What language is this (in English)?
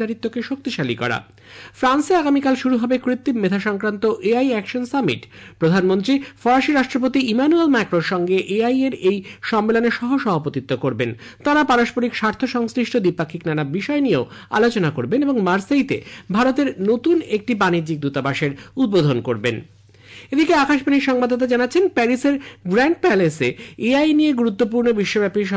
Bangla